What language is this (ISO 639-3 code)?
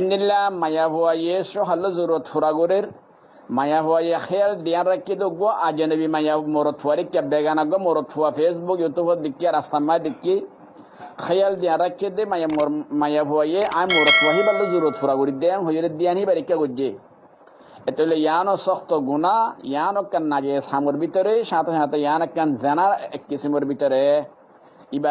rhg